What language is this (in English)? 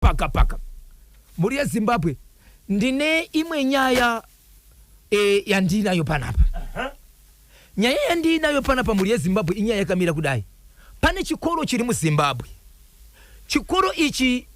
Shona